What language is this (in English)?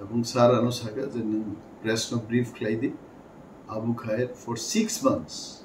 Kok Borok